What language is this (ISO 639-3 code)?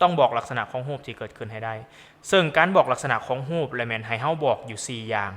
lao